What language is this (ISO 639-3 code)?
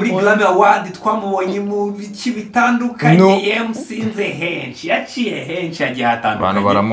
kin